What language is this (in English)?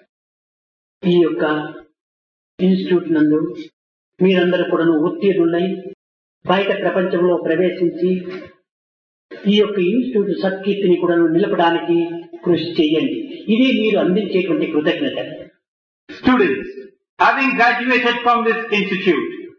Telugu